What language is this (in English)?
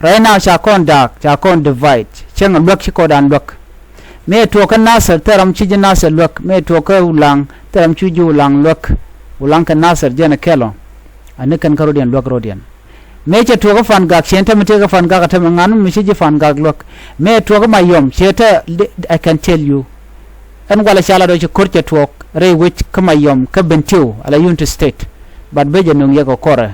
Nuer